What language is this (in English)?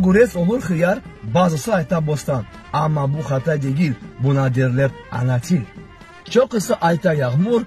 Crimean Tatar